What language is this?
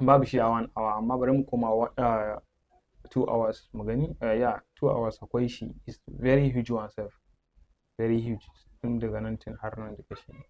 Hausa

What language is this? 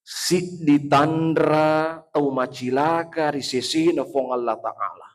Buginese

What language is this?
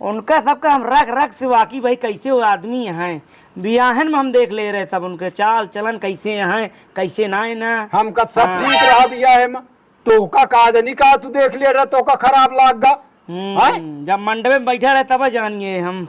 Awadhi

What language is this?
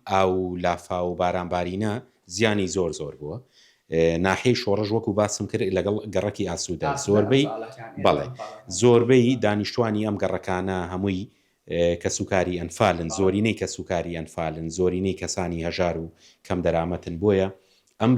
Central Kurdish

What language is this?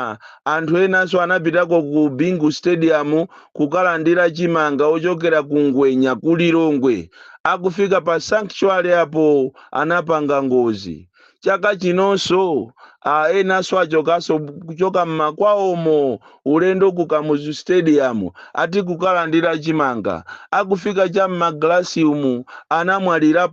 Nyanja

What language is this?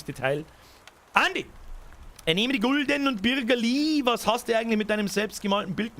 Bavarian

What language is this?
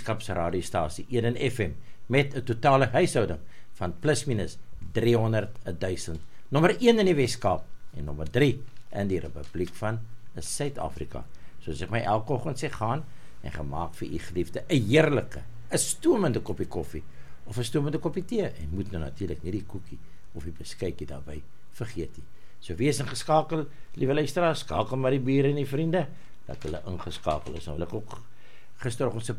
Afrikaans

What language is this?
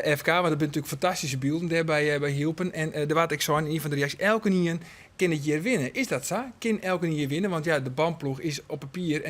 Western Frisian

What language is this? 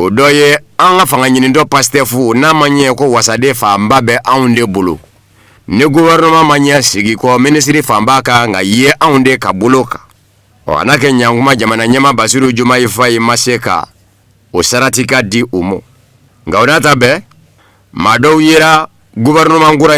Bambara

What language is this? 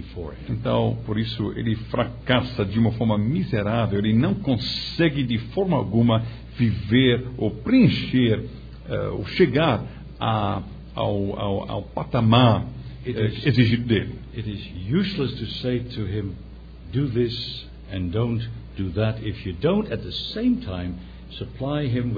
Portuguese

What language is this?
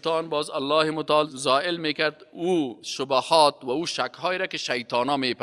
Persian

